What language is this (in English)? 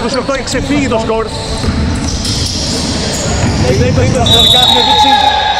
Greek